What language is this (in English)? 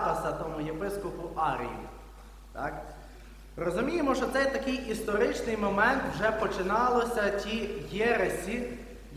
Ukrainian